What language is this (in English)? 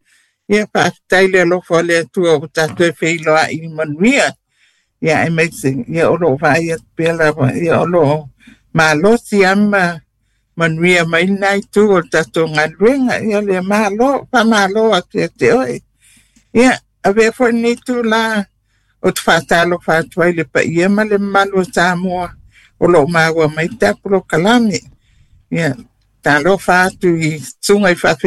Samoan